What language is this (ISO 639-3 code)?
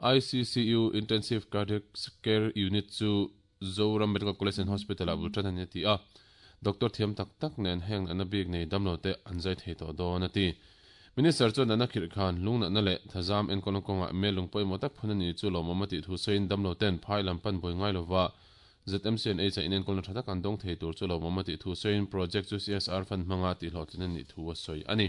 lus